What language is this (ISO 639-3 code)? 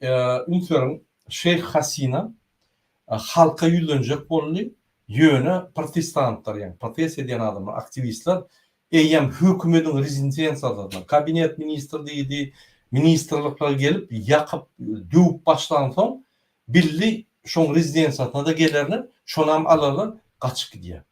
tuk